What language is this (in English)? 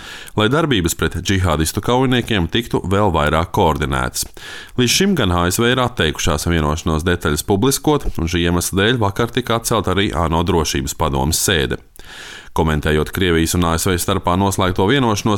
Latvian